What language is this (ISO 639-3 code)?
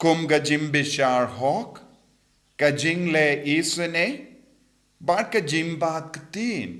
kha